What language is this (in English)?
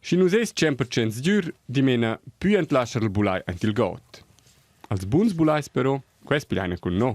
Romansh